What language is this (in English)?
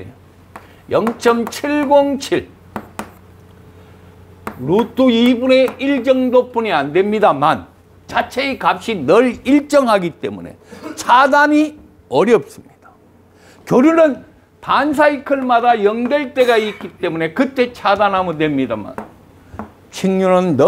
Korean